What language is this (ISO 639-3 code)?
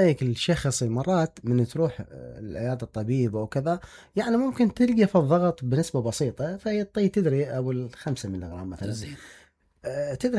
acm